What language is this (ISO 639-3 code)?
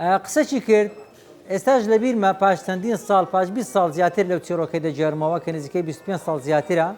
ckb